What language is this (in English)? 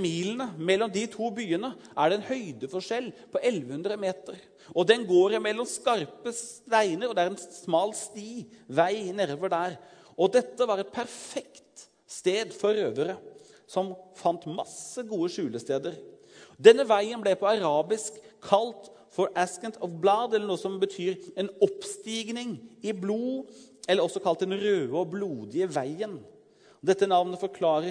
Norwegian